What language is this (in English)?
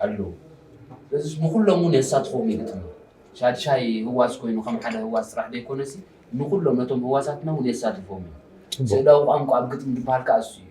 Tigrinya